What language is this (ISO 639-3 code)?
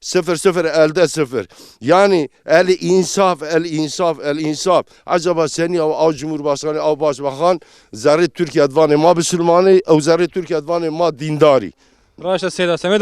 zza